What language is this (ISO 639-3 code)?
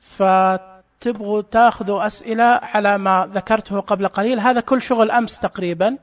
ars